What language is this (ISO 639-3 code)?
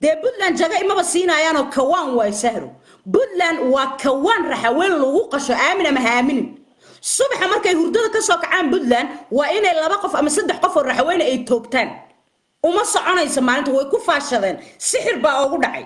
som